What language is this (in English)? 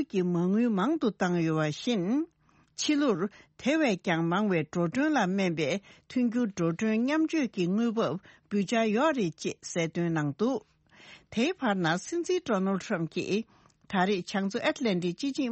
Tibetan